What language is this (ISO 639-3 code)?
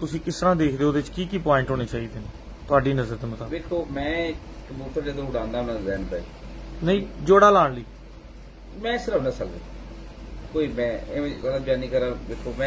pan